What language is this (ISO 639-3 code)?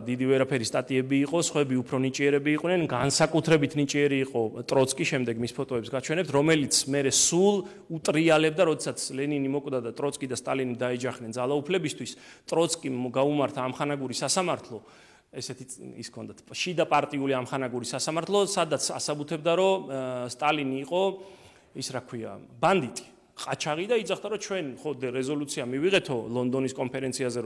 kat